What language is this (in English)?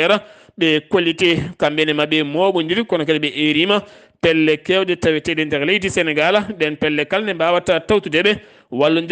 Fula